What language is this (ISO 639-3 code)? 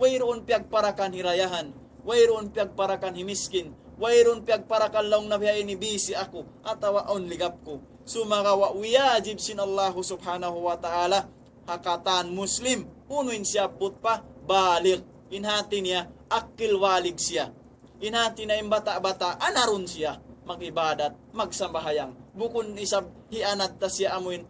tsg